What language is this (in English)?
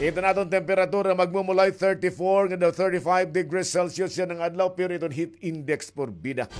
Waray